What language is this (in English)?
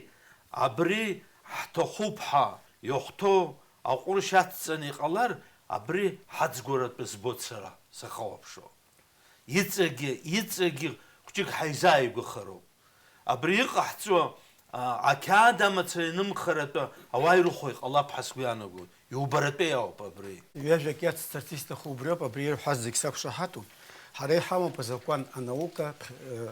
Abkhazian